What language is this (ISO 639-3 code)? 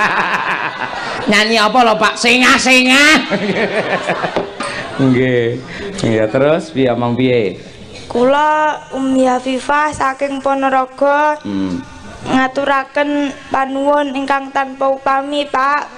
jav